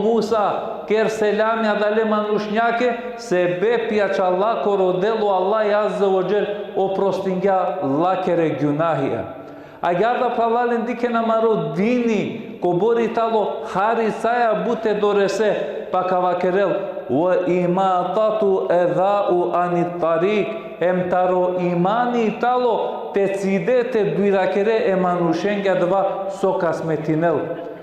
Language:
Balkan Romani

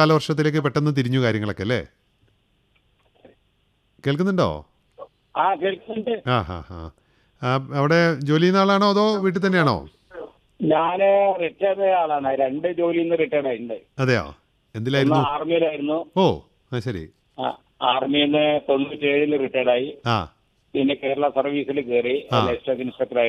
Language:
Malayalam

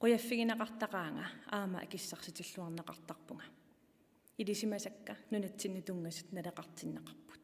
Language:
Kalaallisut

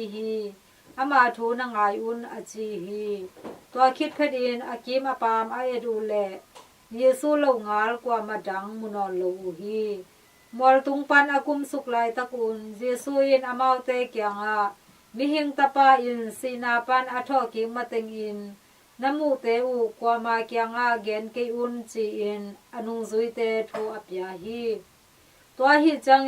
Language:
Tedim Chin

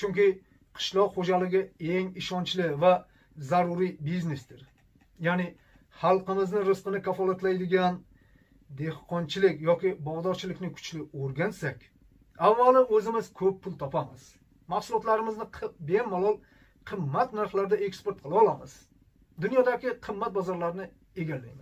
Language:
Uzbek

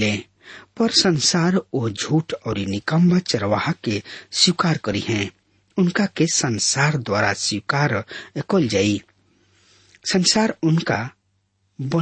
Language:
Bhojpuri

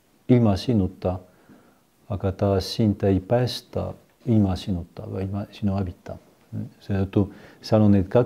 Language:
Estonian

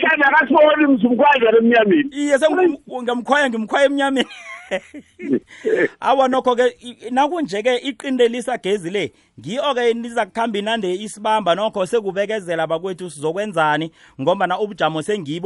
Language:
South Ndebele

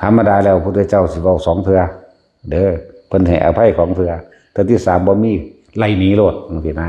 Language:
Northeastern Thai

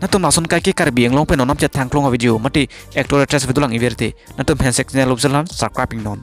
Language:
Karbi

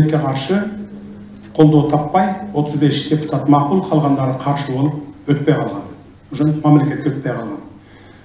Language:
Kyrgyz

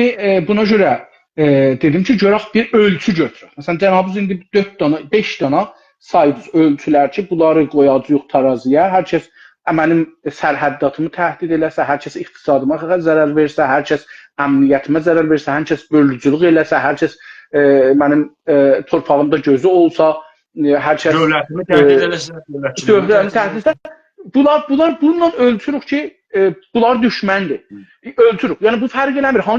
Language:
South Azerbaijani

